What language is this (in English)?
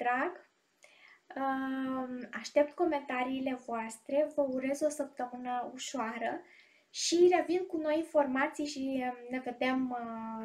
Romanian